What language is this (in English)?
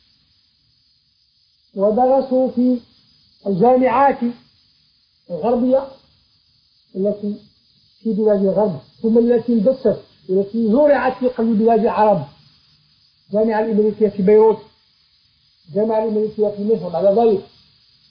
Arabic